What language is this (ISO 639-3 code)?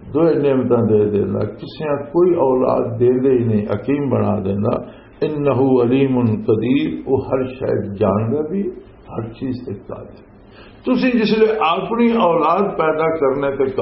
lah